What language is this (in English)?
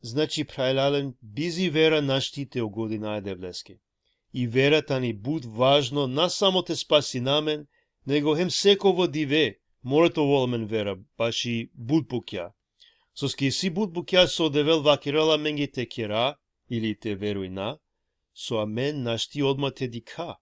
Balkan Romani